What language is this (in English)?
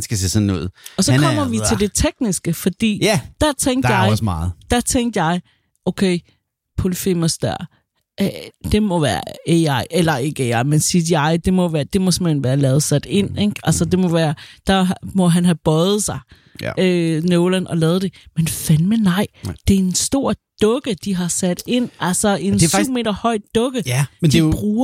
Danish